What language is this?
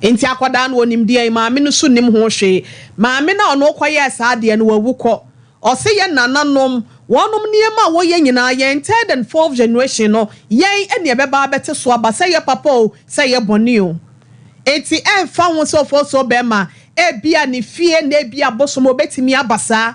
Akan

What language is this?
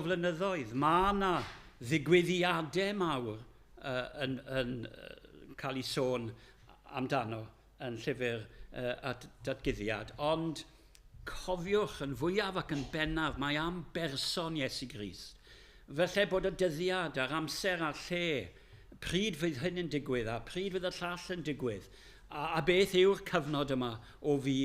Welsh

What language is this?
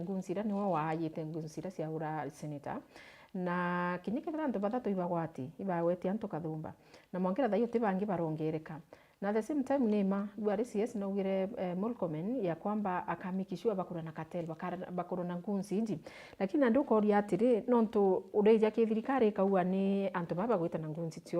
Meru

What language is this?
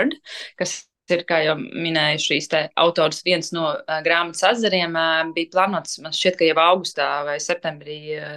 Latvian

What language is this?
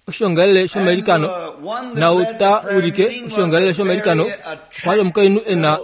Kuanyama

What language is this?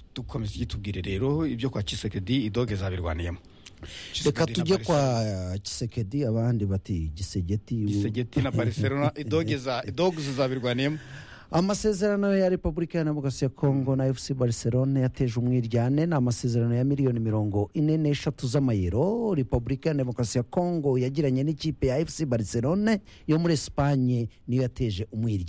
Kinyarwanda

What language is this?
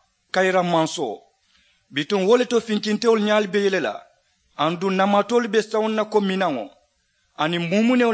Mandingo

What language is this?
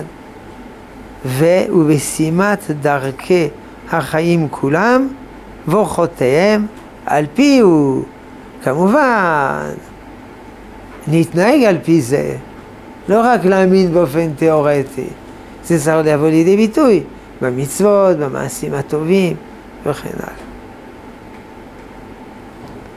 Hebrew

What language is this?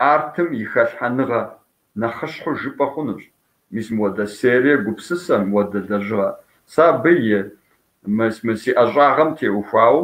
Kabardian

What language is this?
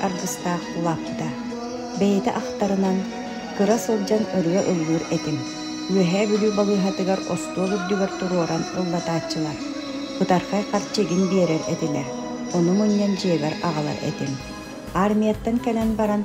Yakut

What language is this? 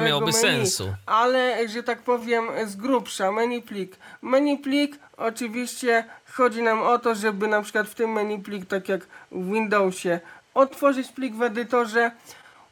Polish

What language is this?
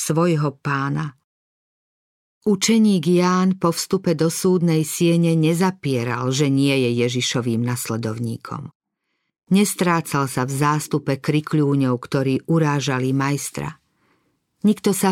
Slovak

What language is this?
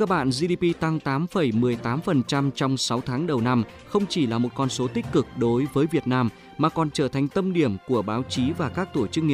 Vietnamese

